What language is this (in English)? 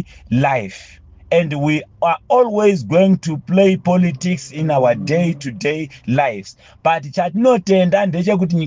Shona